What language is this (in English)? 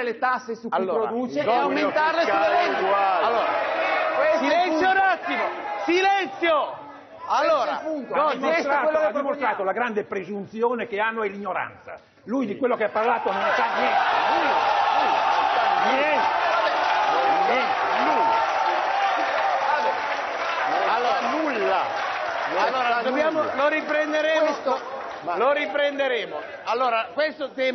Italian